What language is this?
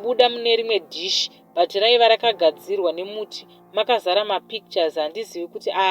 Shona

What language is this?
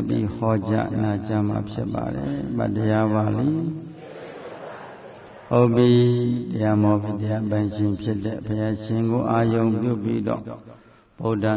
Burmese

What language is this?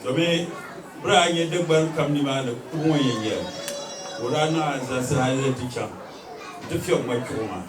Dagbani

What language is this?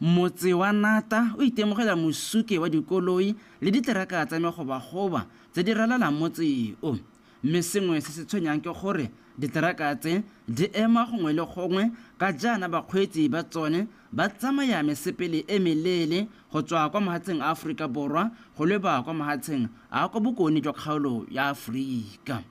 Tswana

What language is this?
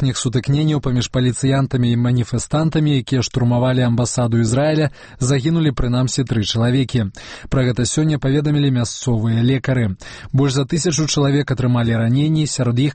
Belarusian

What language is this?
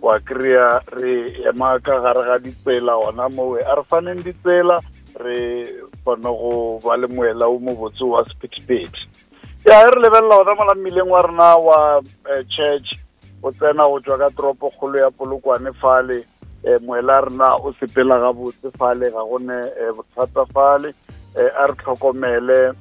Northern Sotho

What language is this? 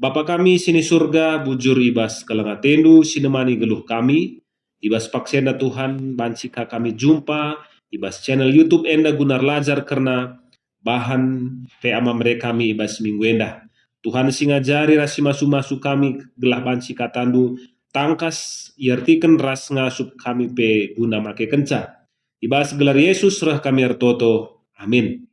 Batak Karo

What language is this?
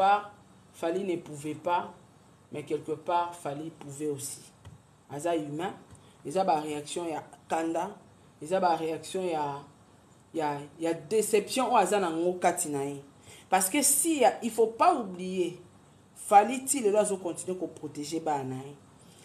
Lingala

